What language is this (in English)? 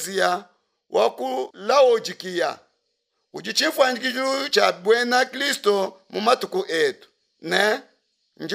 Luba-Lulua